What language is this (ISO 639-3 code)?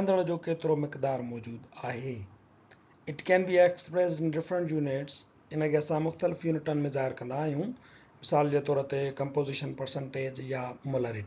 snd